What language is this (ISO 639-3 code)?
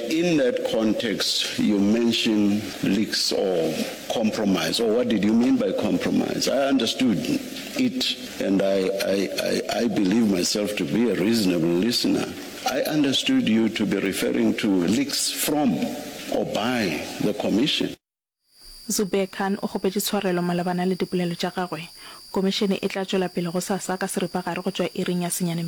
nso